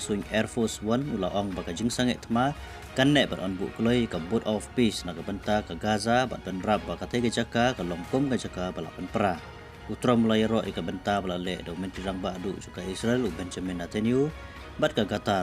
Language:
Khasi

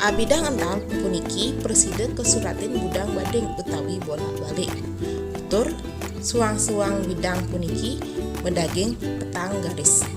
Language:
Balinese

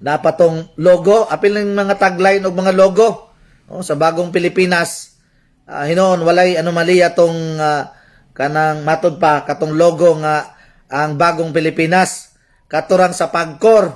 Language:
Cebuano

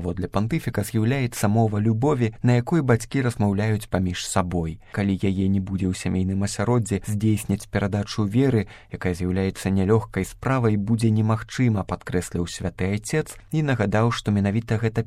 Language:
Belarusian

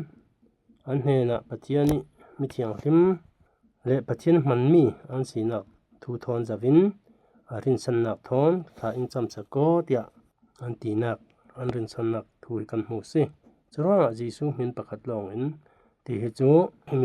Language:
Falam Chin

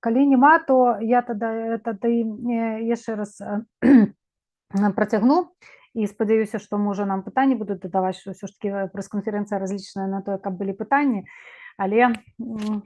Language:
Belarusian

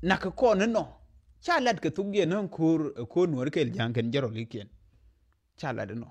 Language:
Nuer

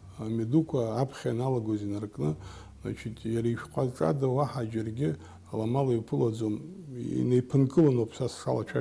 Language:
Abkhazian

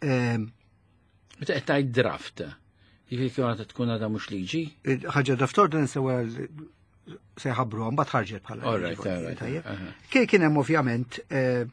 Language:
Maltese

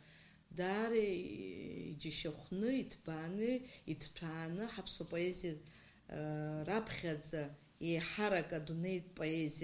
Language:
Abkhazian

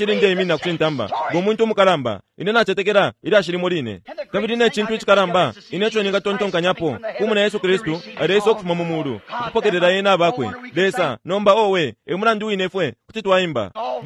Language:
Bemba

